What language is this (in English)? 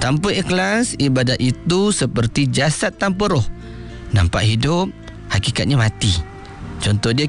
Malay